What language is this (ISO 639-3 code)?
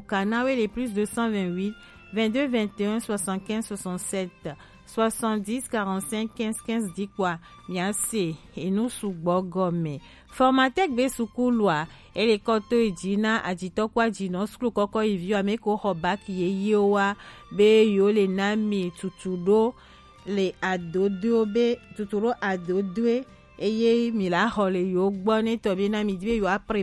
gej